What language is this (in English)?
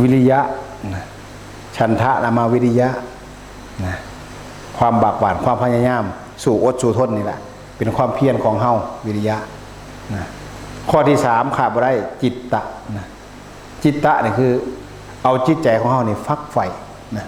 Northeastern Thai